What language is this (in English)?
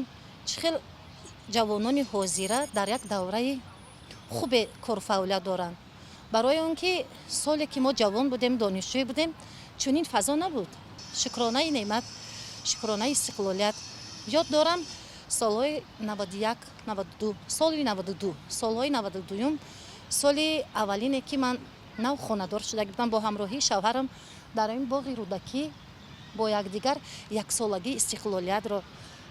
Tajik